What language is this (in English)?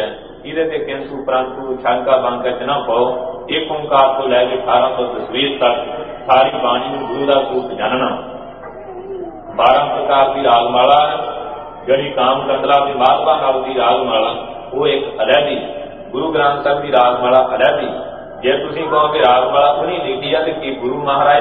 Punjabi